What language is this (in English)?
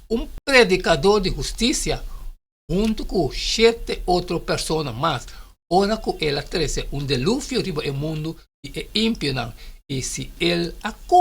Papiamento